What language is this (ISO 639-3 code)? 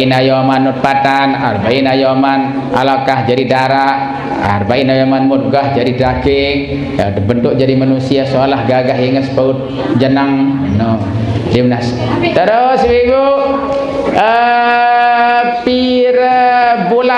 sas